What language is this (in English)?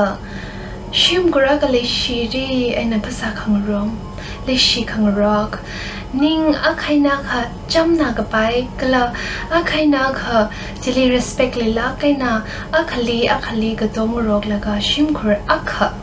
Tangkhul Naga (India)